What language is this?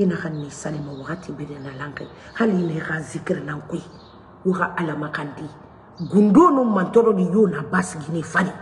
Mandingo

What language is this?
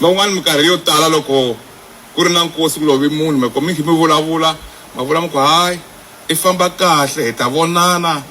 Tsonga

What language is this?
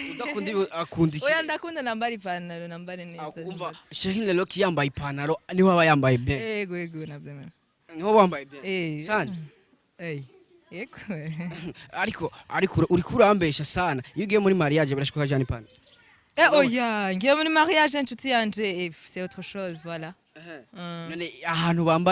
Rundi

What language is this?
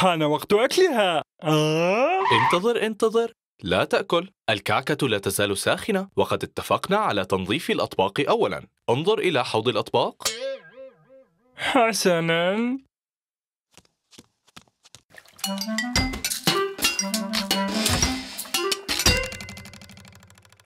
Arabic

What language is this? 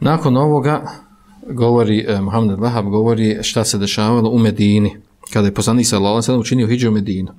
Bosnian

